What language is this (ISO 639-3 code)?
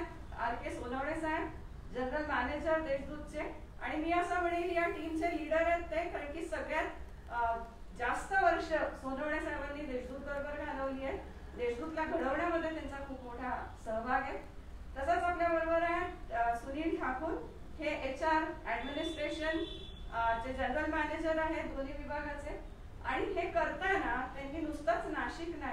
mar